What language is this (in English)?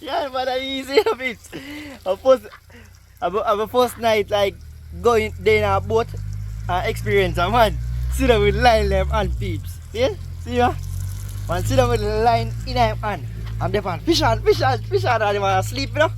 Jamaican Creole English